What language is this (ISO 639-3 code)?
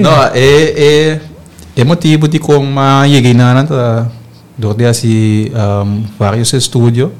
pap